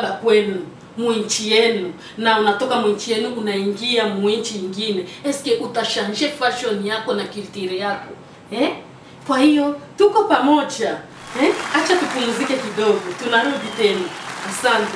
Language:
Swahili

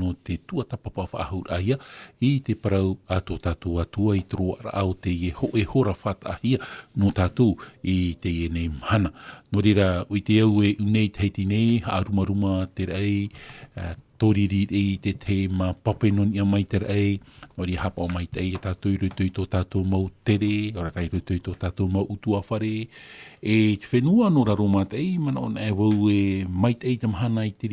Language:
Tahitian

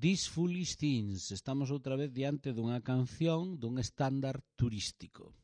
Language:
Galician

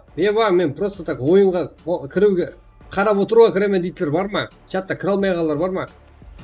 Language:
Kara-Kalpak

